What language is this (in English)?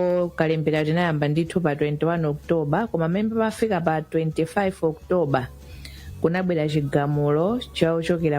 Nyanja